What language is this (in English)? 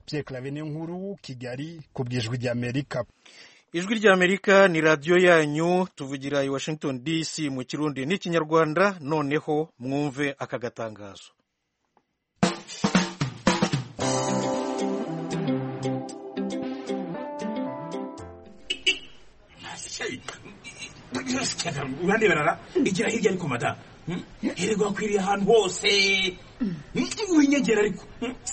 Kinyarwanda